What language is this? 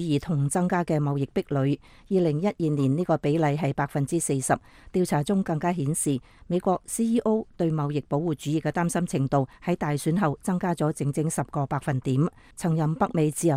Cantonese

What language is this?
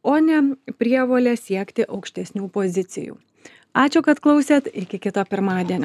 Lithuanian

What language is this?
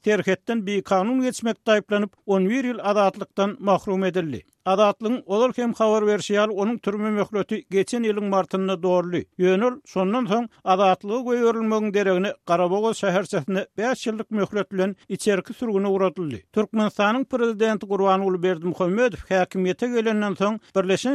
Turkmen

